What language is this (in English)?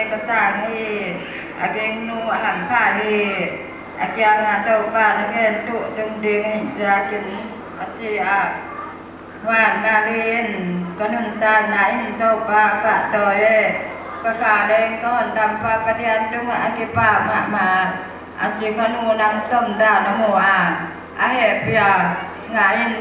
Paite Chin